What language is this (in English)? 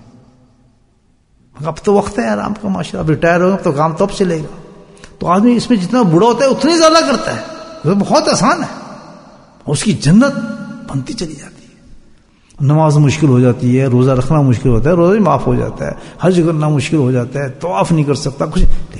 Urdu